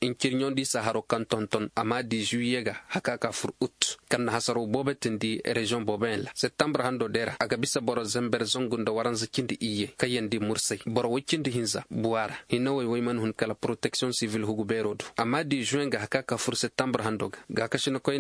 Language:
Koyraboro Senni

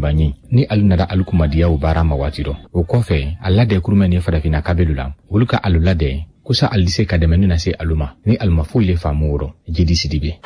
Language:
Bambara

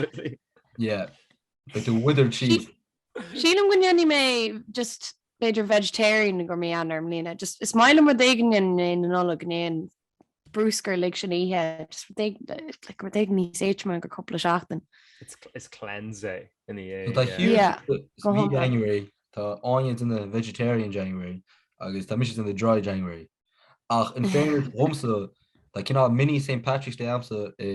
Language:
Irish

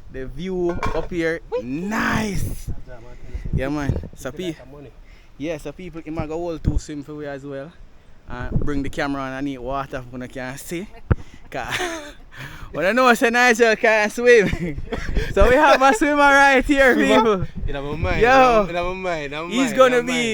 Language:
Jamaican Creole English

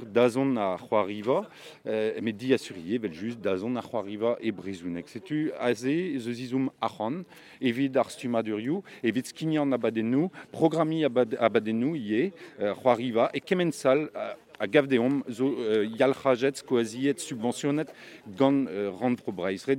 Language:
Breton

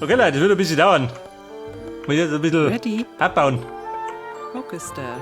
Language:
Bavarian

